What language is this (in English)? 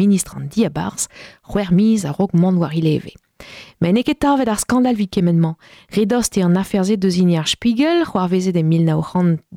Breton